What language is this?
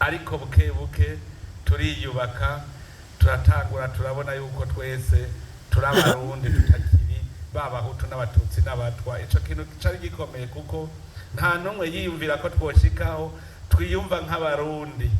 Rundi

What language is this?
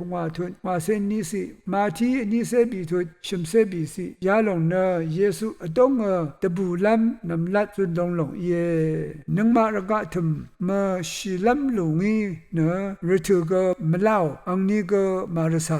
Rawang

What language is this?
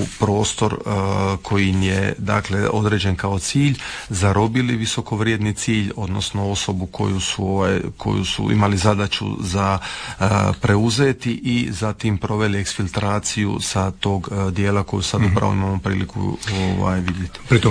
Croatian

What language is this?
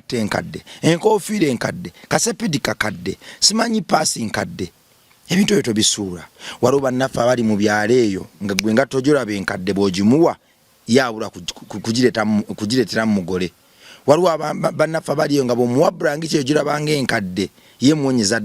Ganda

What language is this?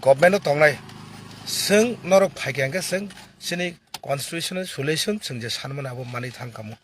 Kok Borok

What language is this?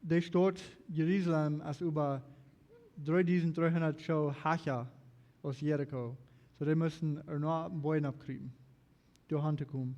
Plautdietsch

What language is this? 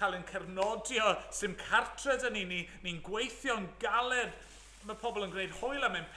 Welsh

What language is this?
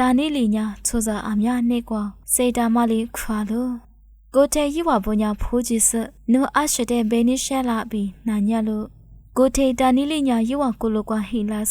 Lisu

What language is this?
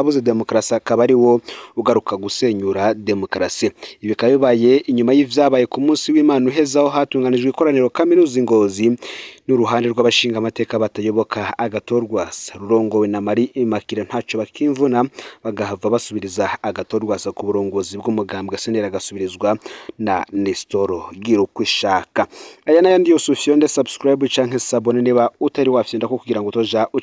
Rundi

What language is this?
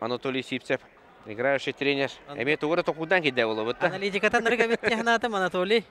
Yakut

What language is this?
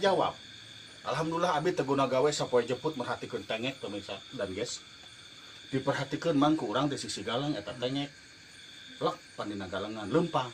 Sundanese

